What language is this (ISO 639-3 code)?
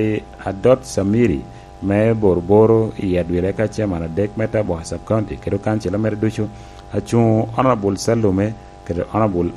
laj